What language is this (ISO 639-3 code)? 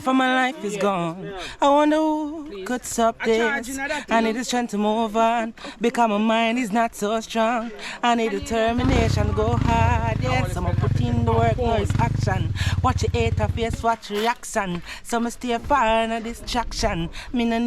jam